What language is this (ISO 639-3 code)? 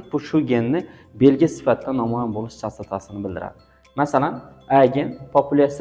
uzb